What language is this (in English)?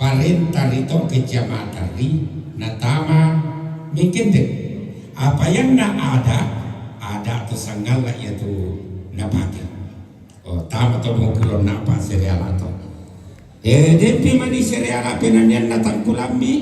Toraja-Sa'dan